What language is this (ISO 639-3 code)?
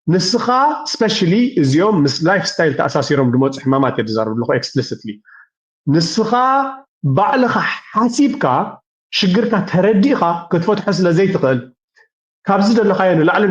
tir